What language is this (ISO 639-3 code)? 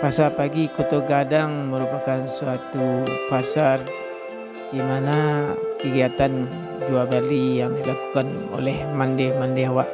min